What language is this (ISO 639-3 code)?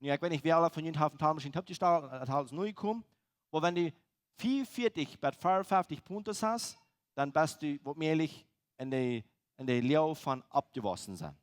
pdt